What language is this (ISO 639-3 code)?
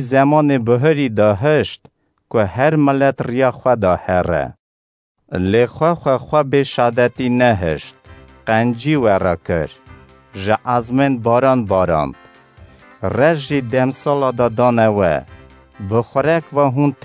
kur